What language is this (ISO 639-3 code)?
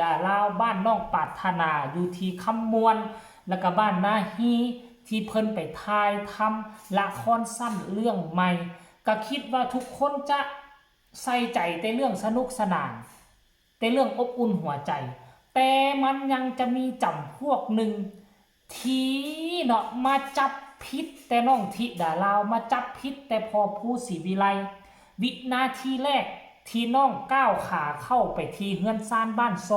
lao